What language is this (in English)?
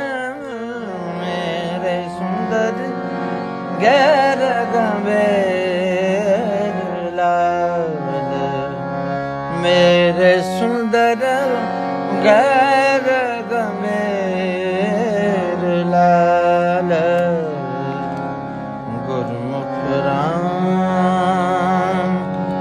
Punjabi